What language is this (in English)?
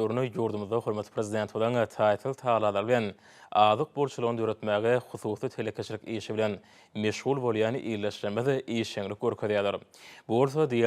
Turkmen